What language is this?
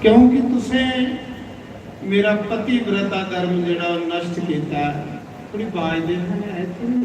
Dogri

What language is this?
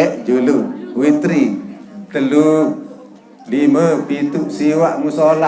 Sasak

